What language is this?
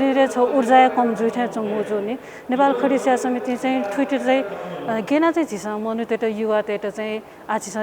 Newari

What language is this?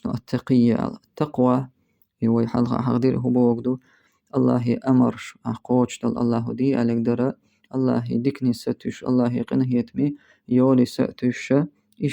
Chechen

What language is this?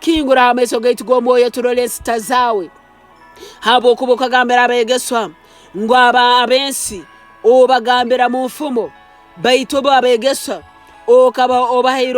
Nyoro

